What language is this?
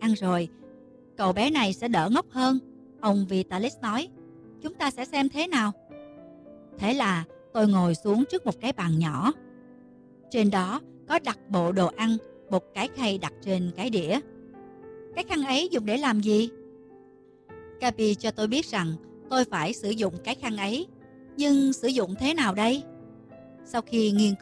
Vietnamese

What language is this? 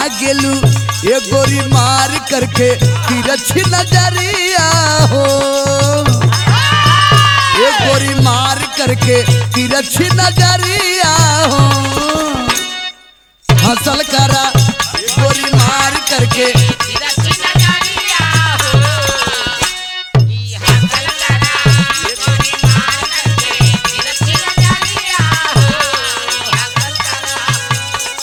Bhojpuri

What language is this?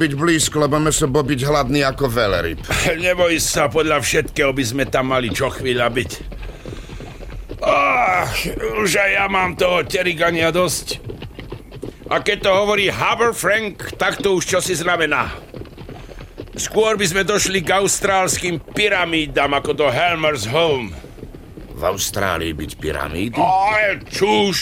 Slovak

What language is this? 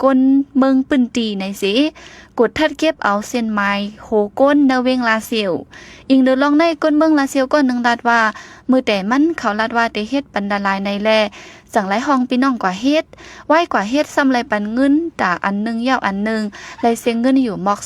Shan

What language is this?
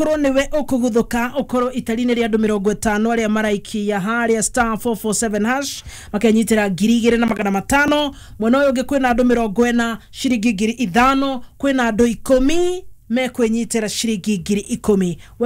Kikuyu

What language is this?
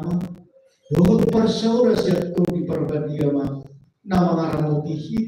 Batak Toba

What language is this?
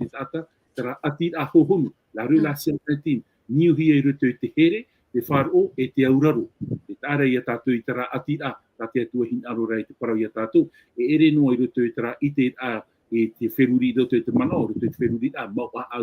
Tahitian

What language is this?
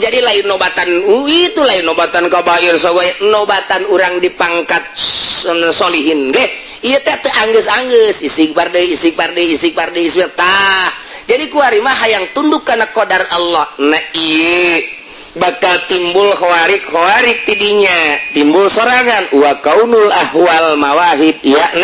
Sundanese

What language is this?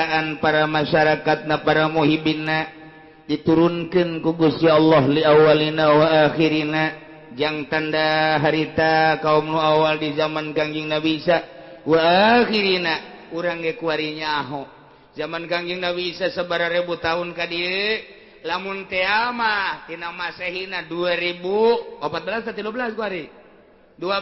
Sundanese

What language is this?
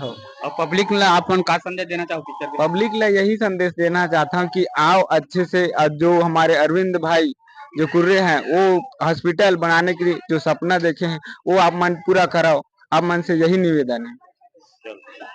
Chhattisgarhi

